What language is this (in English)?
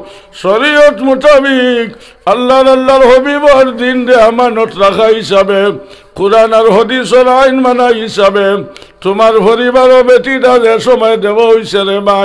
Sylheti